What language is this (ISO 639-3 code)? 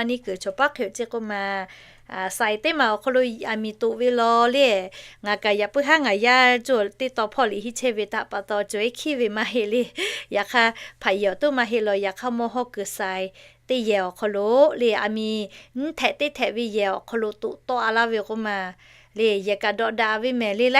lhu